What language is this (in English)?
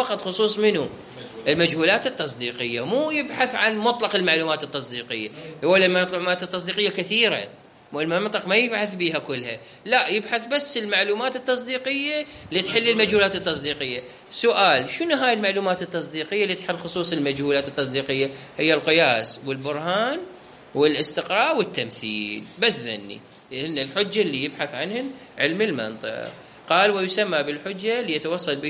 Mesopotamian Arabic